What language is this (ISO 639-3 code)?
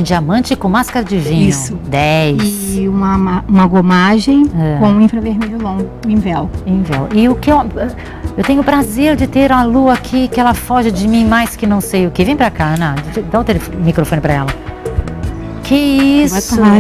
por